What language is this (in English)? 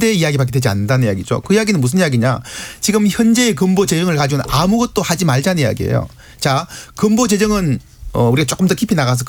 Korean